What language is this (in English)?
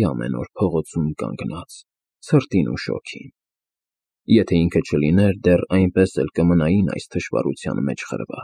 Armenian